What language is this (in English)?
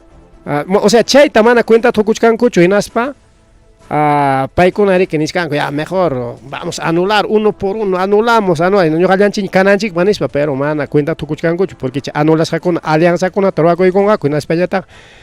Ayacucho Quechua